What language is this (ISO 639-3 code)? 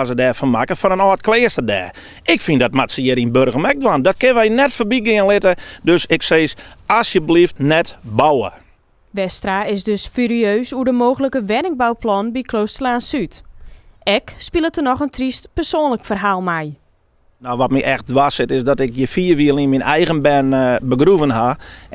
fry